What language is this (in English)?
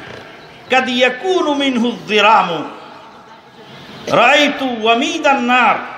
Bangla